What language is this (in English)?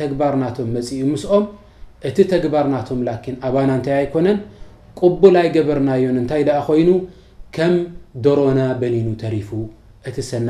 Tigrinya